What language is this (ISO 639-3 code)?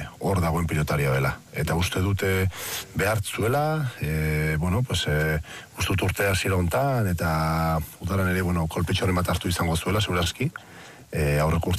eus